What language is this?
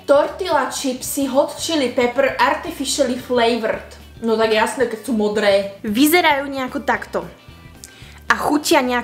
Slovak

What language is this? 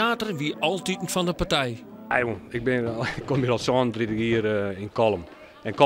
Western Frisian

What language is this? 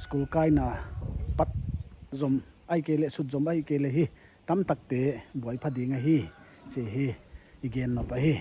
Paite Chin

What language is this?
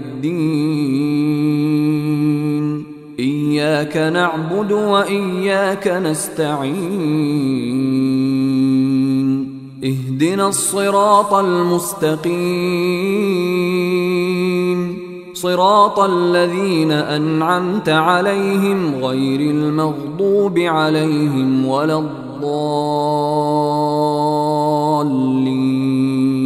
Arabic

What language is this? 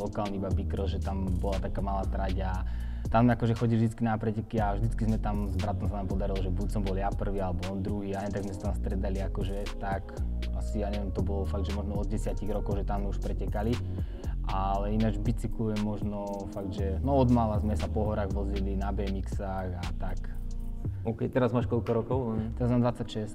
Slovak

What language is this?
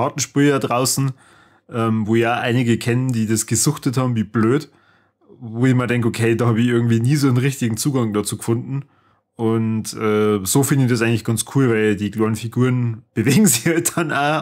Bavarian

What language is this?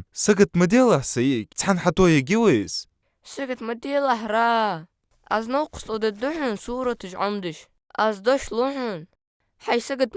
Ingush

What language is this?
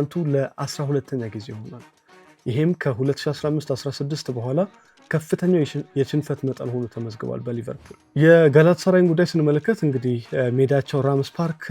Amharic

